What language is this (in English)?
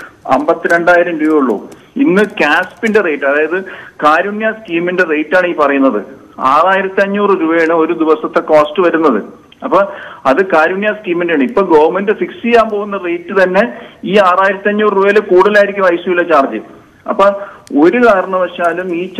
Malayalam